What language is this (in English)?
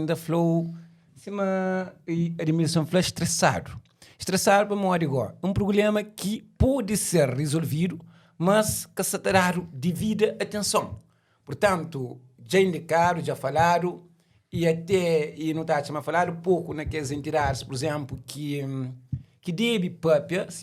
Kabuverdianu